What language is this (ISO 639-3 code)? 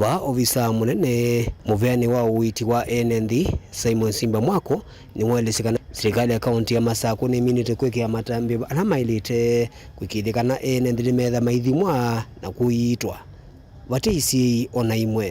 kam